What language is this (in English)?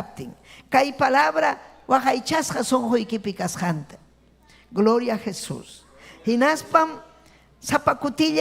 Ayacucho Quechua